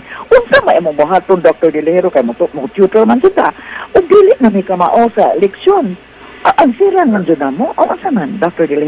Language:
Cebuano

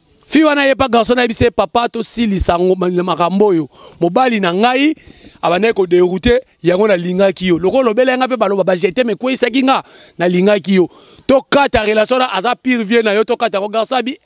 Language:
Lingala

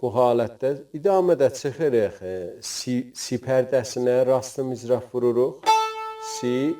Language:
South Azerbaijani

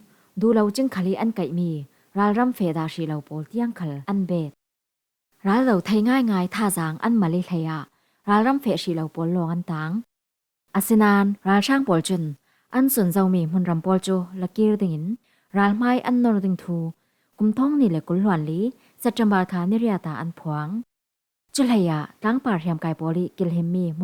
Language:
Falam Chin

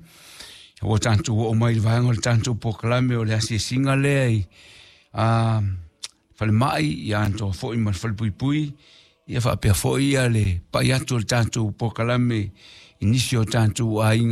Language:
Samoan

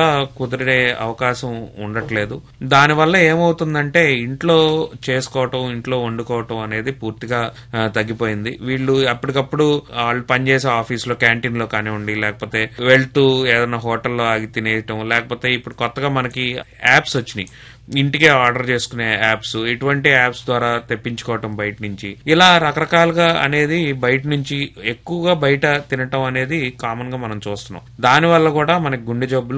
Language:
Telugu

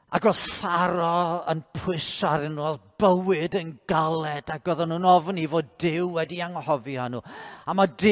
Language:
Welsh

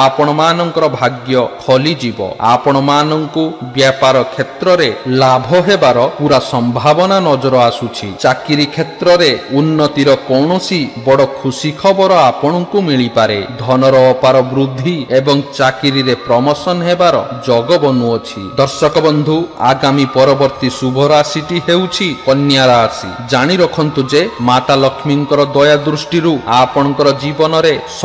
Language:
Odia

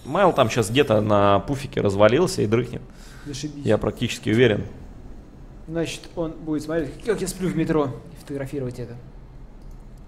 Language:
Russian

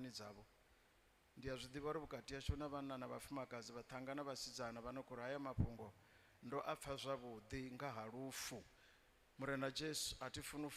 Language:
Venda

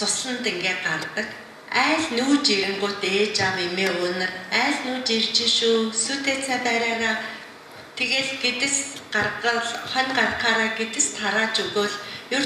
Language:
Mongolian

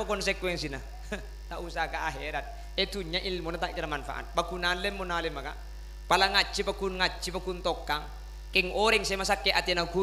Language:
Madurese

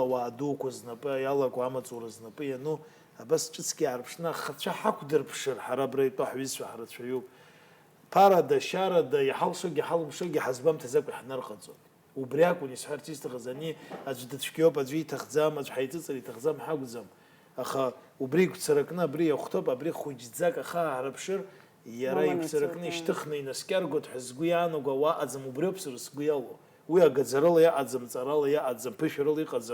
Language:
Abkhazian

